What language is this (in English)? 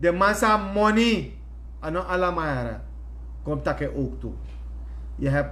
Sranan Tongo